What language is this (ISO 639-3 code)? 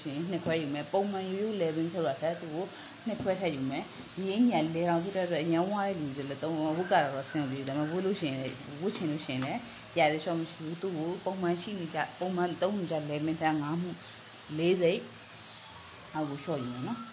mya